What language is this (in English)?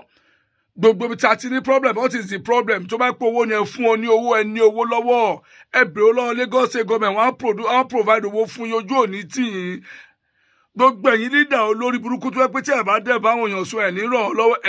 Yoruba